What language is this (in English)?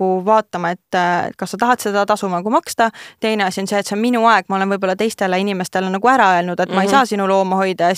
Estonian